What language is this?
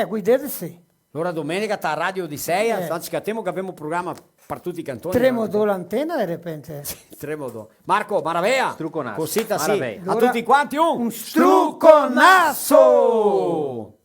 Venetian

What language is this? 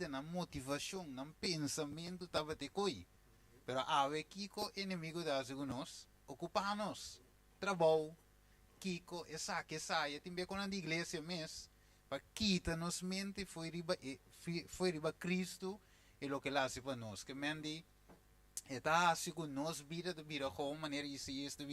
Papiamento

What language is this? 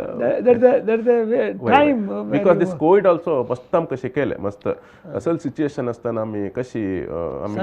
Konkani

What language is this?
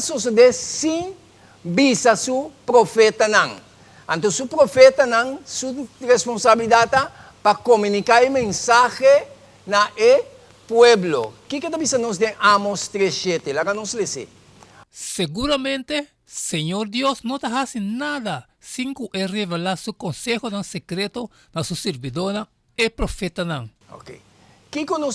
Papiamento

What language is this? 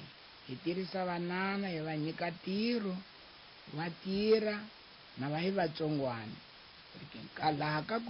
Tsonga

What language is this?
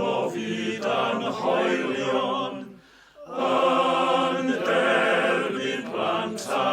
Welsh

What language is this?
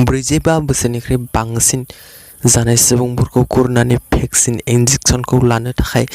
Bodo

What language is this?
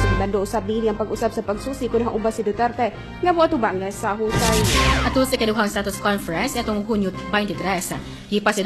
Cebuano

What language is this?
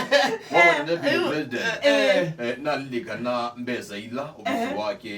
Kamba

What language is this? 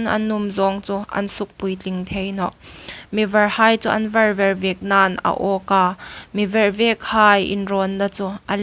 Hmar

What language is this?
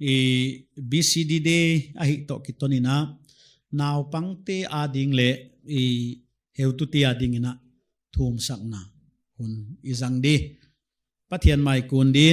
Paite Chin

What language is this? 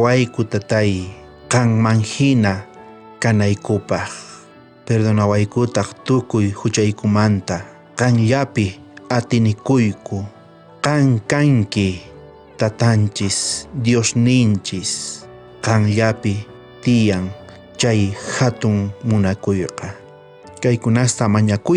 South Bolivian Quechua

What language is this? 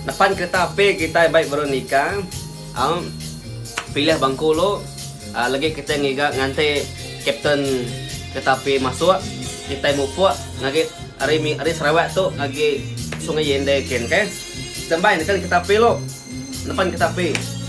Iban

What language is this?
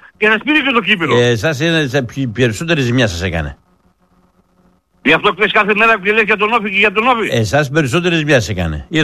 Greek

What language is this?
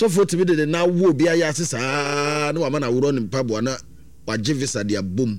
Akan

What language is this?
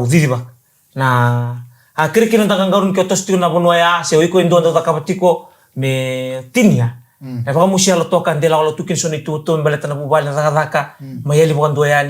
Fijian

